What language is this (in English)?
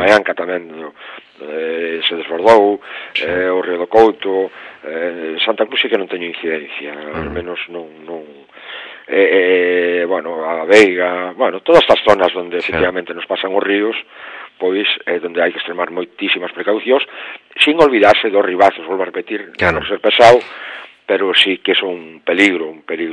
Galician